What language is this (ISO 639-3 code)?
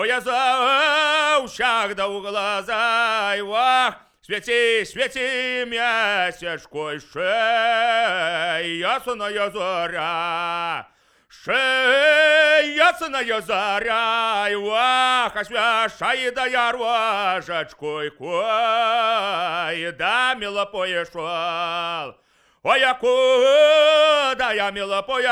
bel